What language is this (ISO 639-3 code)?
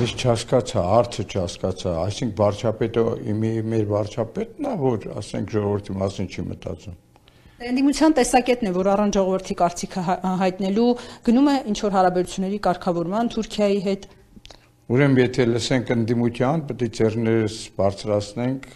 hye